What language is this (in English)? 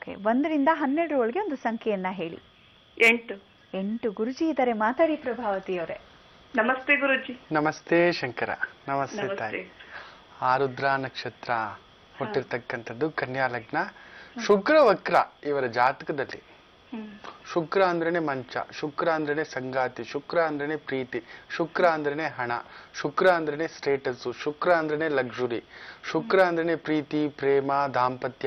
Kannada